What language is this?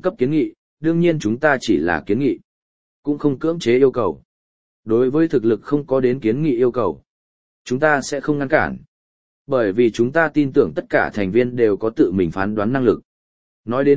Vietnamese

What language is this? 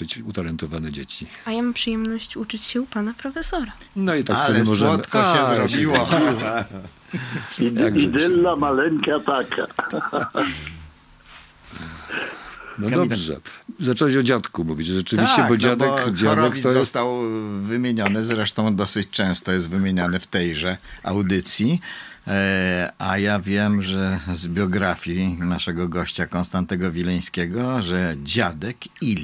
Polish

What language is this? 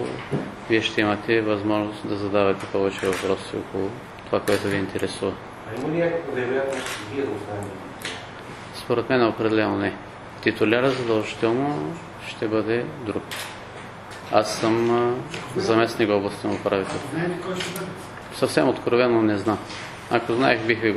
Bulgarian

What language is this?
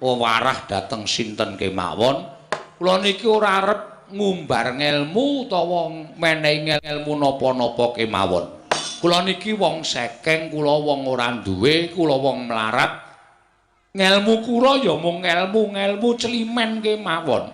Javanese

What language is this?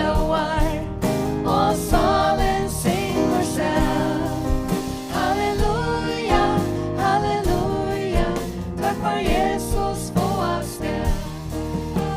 Faroese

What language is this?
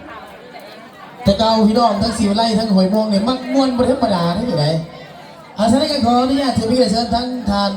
Lao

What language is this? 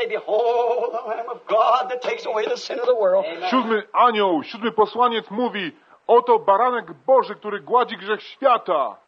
Polish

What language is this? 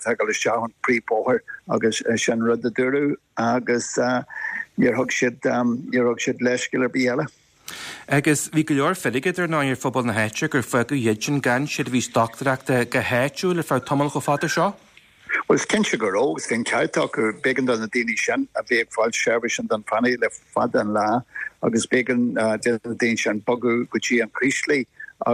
Irish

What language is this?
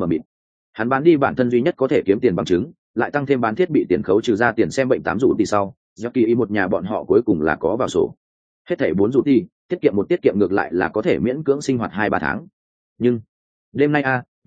Vietnamese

